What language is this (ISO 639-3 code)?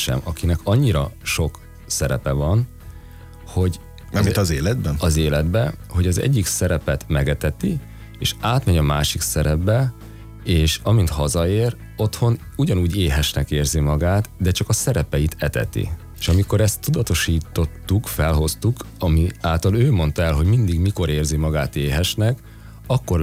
hun